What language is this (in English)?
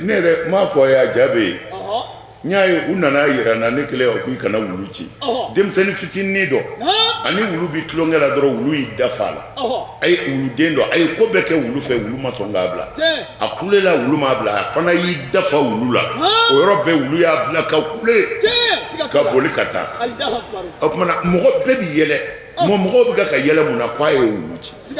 Bambara